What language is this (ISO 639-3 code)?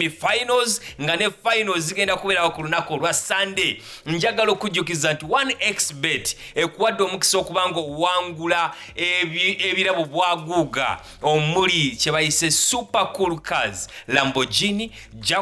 lug